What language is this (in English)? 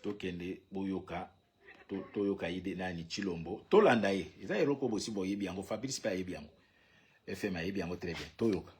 Lingala